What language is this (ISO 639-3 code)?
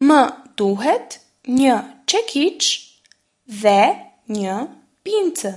sqi